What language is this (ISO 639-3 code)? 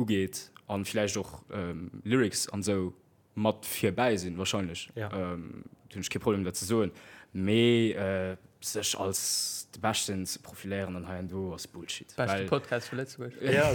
ltz